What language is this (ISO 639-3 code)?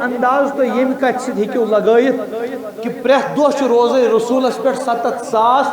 kas